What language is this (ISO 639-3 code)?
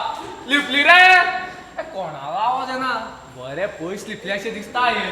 kok